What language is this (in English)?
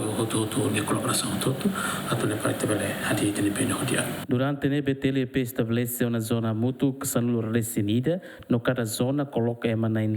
Tetum